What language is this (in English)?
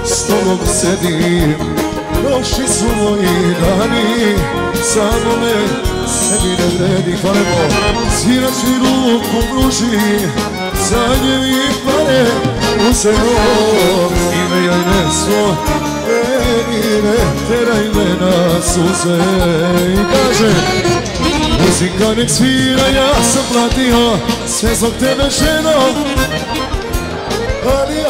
Serbian